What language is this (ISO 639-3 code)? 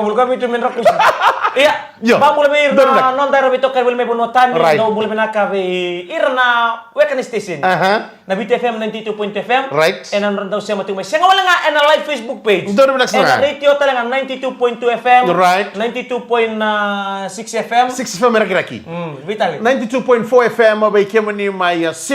fij